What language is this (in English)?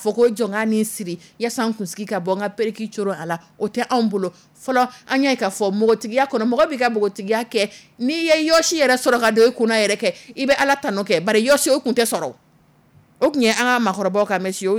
Dyula